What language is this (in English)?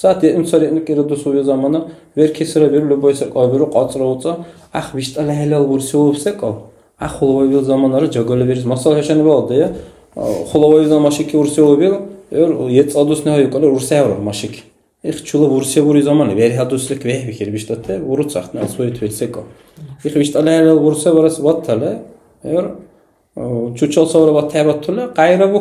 Dargwa